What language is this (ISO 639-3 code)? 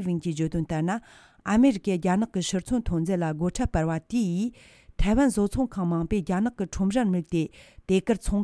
bod